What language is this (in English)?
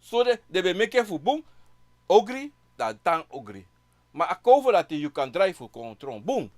Sranan Tongo